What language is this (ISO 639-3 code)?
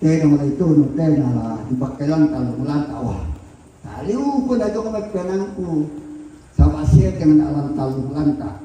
sda